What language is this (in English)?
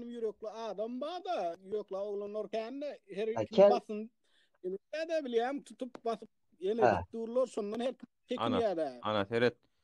Turkmen